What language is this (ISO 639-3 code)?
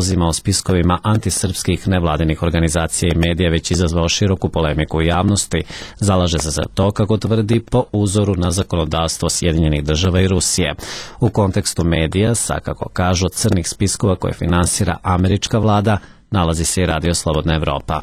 srp